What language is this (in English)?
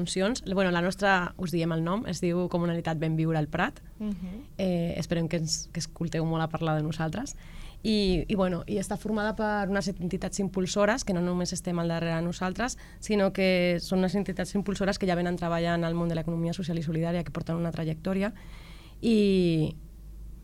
Catalan